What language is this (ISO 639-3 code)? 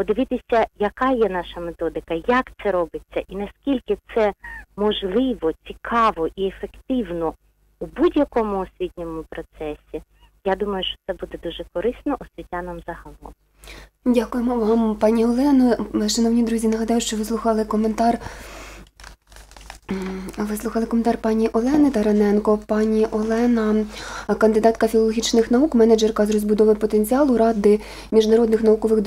ukr